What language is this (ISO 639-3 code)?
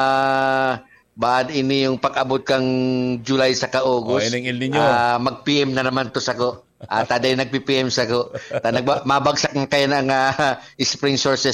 bik